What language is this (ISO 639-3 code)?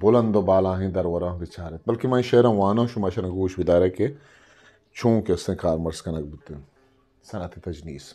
bgp